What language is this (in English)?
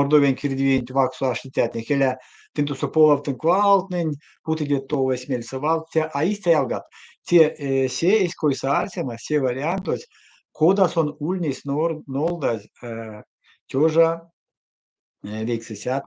Erzya